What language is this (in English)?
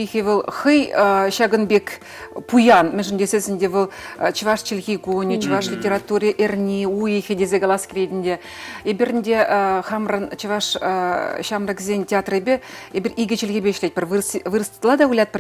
Chuvash